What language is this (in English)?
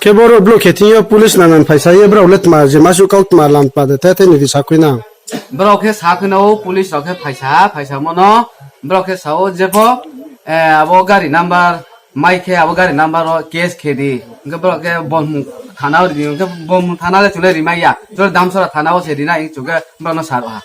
Riang (India)